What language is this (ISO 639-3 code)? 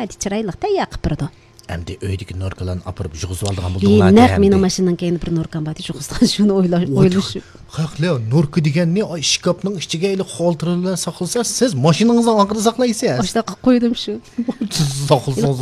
uig